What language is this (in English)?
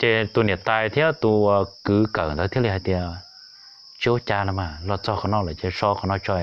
Hmong